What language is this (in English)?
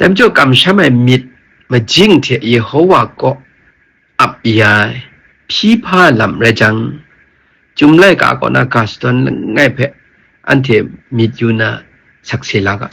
Kachin